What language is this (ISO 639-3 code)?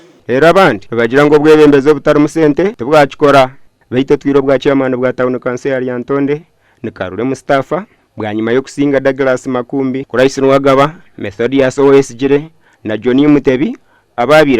nyn